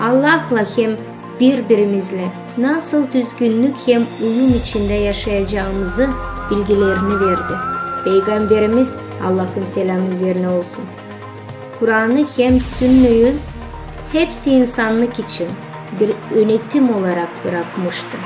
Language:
Gagauz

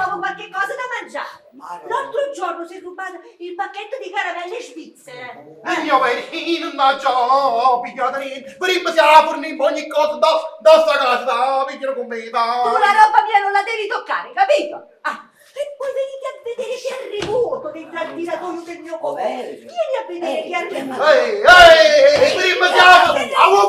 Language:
Neapolitan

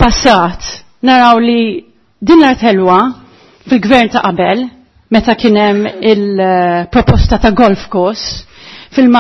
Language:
Maltese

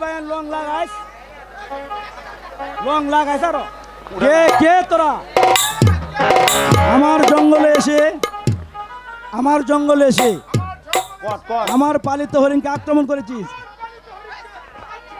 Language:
Bangla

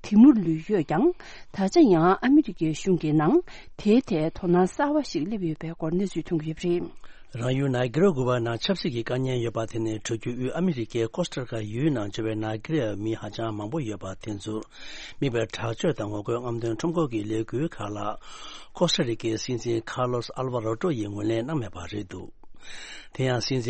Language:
Tibetan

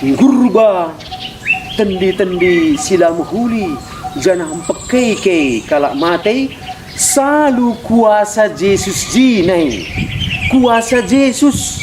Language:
Batak Karo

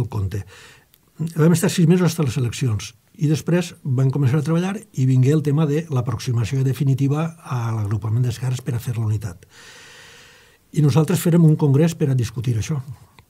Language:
Catalan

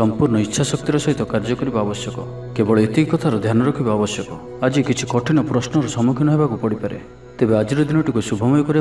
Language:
Odia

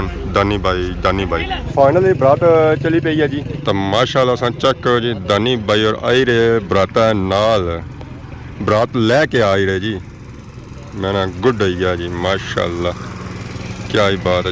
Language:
Pahari-Potwari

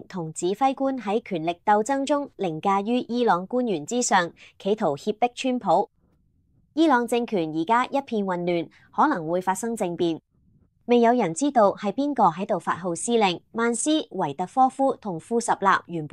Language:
Cantonese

